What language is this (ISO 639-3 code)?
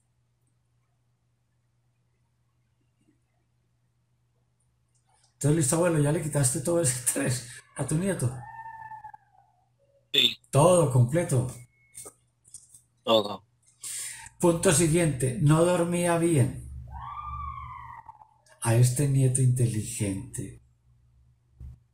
spa